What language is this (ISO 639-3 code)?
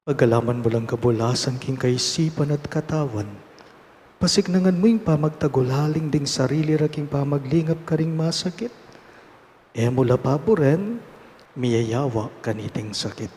pam